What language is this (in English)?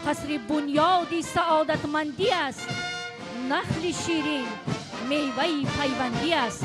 Tajik